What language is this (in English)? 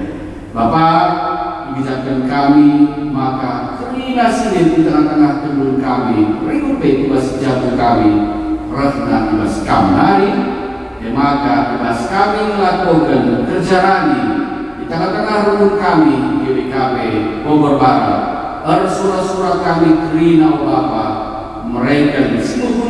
Batak Karo